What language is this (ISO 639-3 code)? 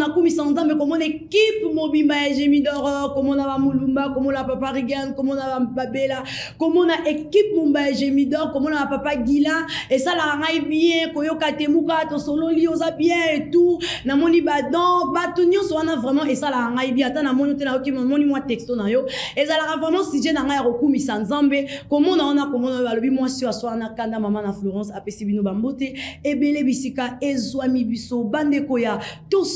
lin